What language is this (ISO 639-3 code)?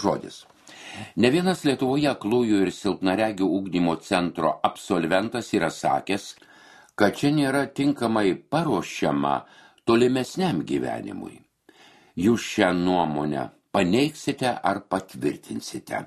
lit